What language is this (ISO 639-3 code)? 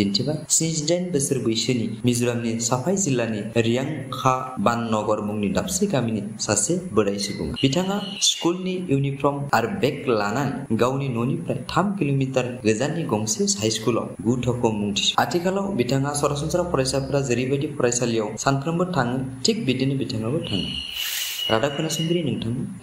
brx